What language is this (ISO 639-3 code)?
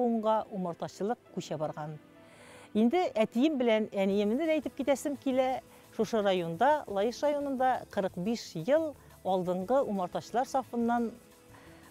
tat